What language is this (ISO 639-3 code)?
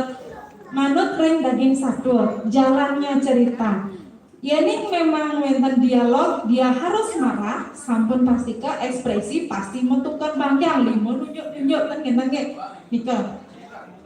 ban